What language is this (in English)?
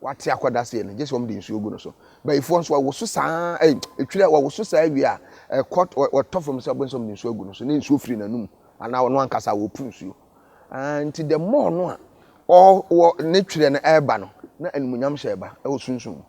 Akan